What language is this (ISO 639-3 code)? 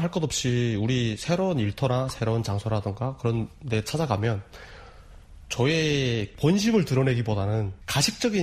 kor